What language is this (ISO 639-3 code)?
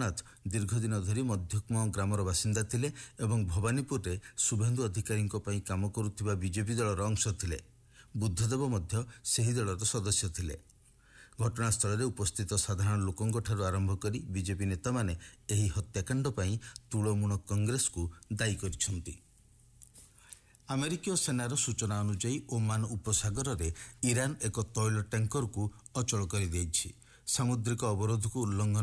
ori